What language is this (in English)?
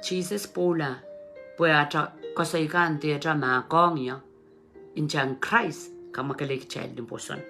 Pohnpeian